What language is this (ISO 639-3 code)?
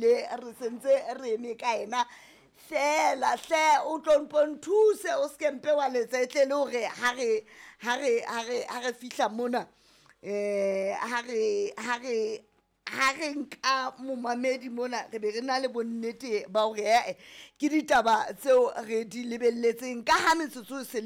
sot